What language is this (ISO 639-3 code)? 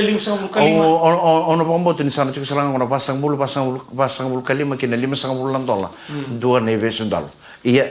fij